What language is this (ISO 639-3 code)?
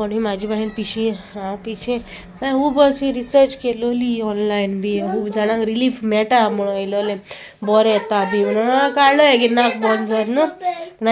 kok